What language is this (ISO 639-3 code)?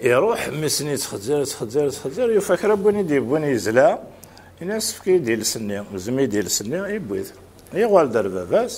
kab